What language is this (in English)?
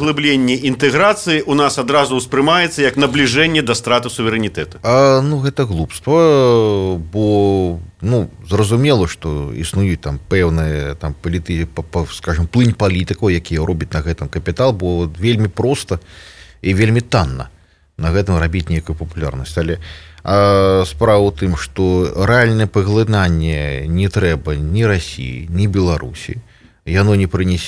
Belarusian